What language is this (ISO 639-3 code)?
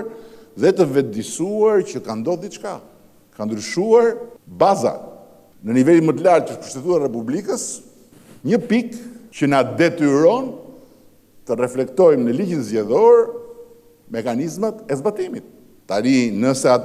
sqi